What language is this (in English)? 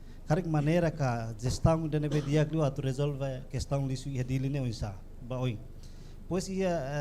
Tetum